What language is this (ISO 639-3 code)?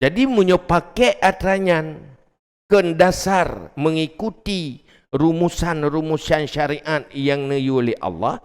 ace